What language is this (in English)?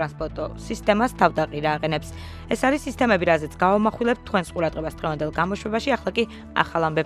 Georgian